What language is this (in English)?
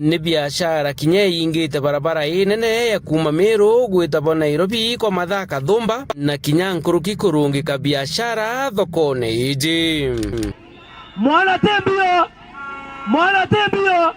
Meru